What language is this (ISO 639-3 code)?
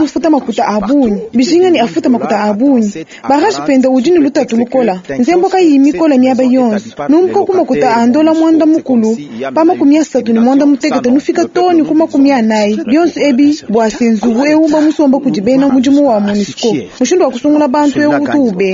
lua